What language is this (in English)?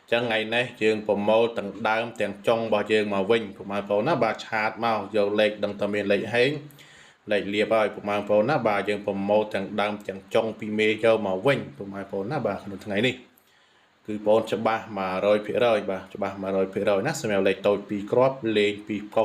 Khmer